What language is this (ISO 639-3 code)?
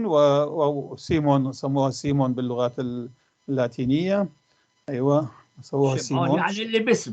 apc